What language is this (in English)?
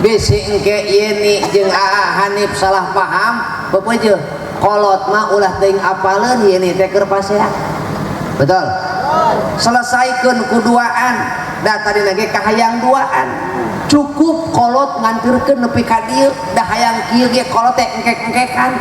Sundanese